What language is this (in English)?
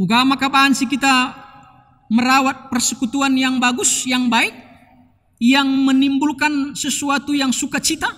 Batak Karo